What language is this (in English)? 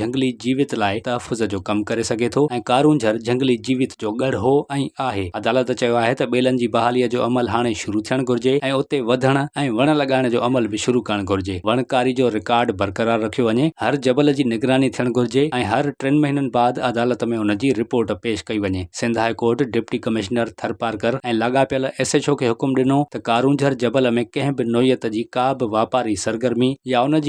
Sindhi